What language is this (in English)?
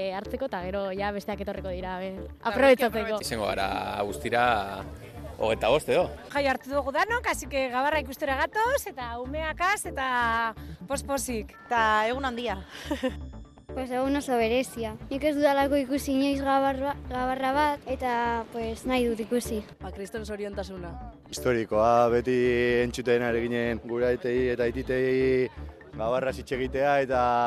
Basque